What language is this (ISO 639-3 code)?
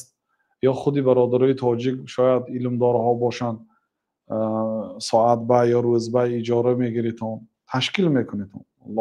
tgk